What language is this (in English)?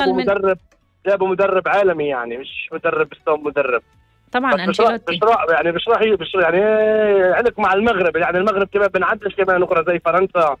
North Levantine Arabic